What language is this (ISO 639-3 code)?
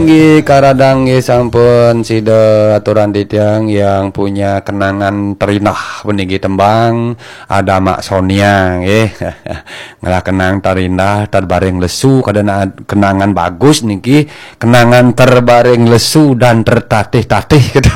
ban